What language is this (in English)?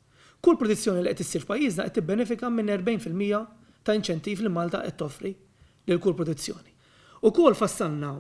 Maltese